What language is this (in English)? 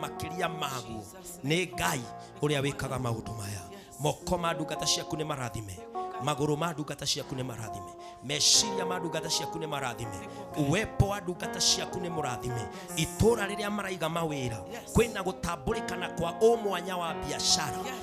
Kikuyu